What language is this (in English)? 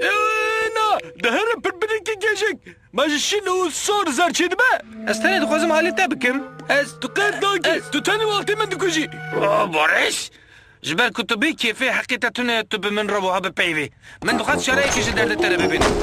Kurdish